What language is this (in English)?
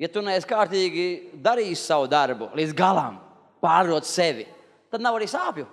Latvian